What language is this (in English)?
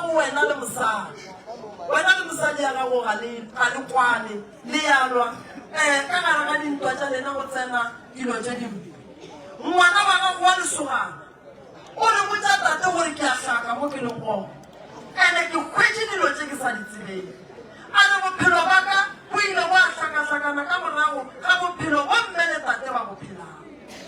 Northern Sotho